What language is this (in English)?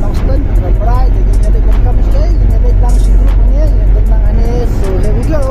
Khasi